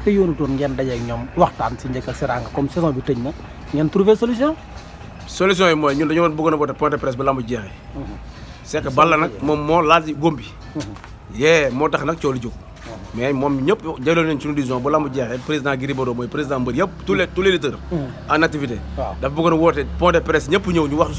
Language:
Wolof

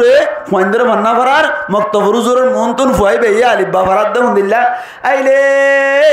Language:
Rohingya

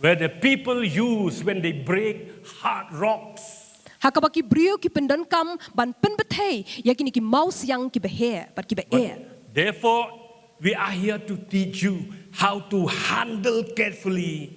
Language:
Khasi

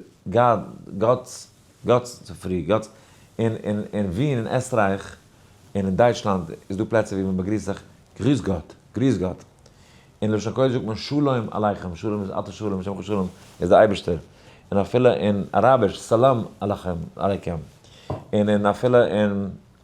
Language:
Yiddish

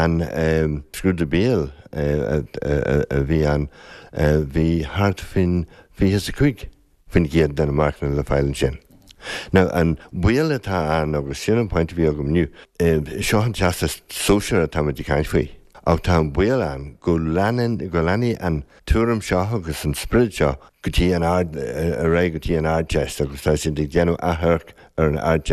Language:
Irish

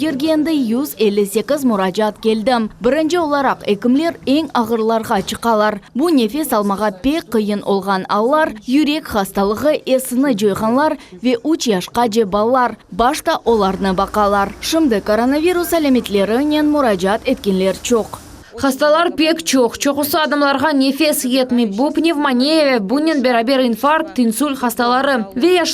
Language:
Crimean Tatar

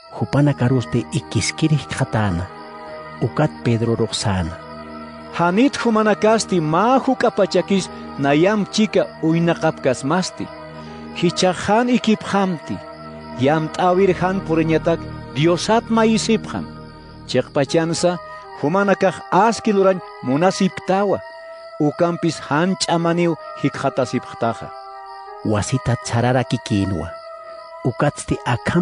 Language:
Aymara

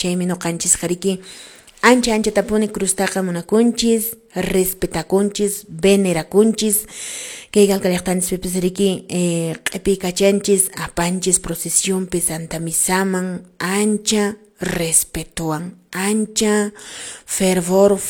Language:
Quechua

